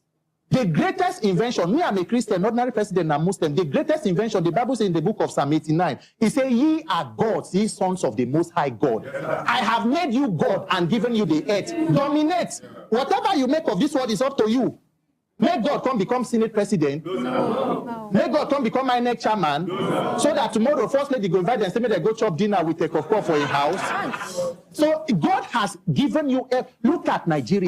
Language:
Igbo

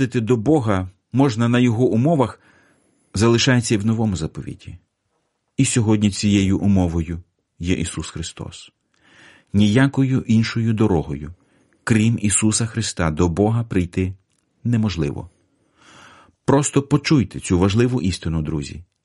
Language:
Ukrainian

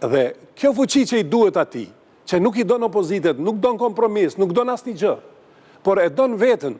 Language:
Albanian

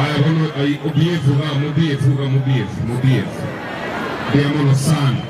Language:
Gusii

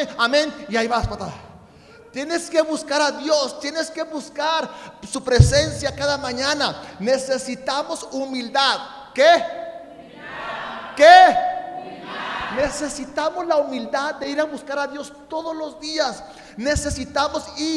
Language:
Spanish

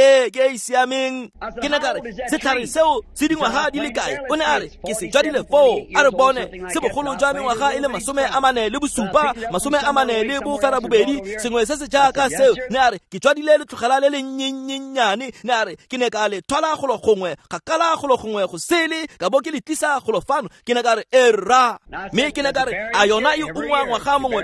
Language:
Tswana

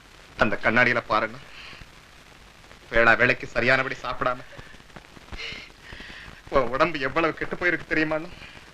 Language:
Tamil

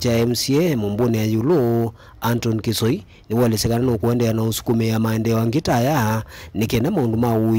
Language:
Kamba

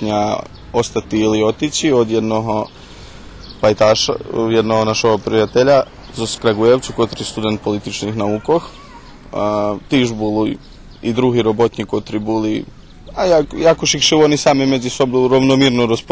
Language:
Rusyn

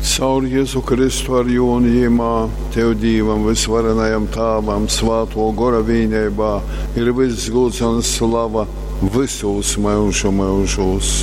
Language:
Latgalian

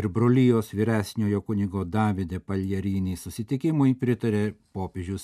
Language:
Lithuanian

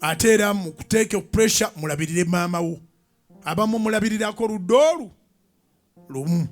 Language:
Ganda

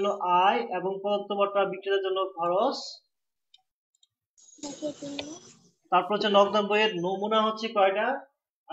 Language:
Bangla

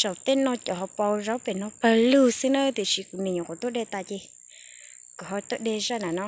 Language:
Hmong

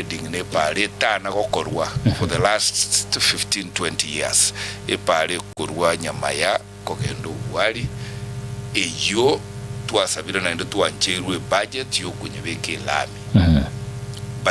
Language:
Gusii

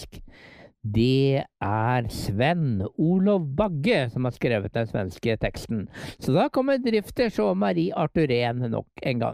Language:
Norwegian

